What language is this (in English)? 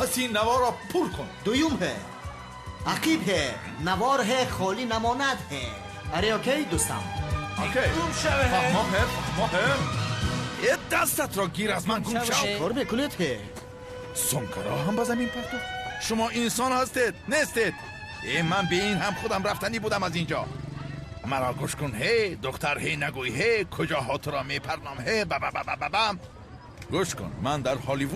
Tajik